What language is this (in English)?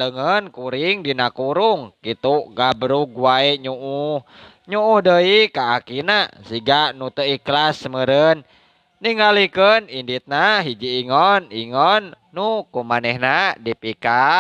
Sundanese